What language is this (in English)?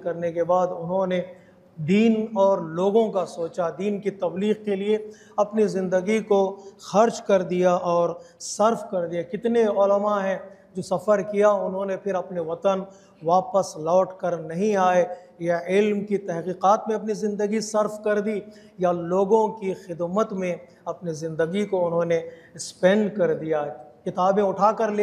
Urdu